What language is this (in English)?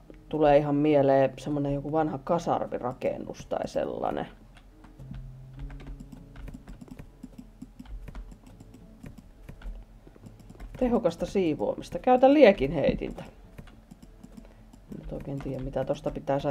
Finnish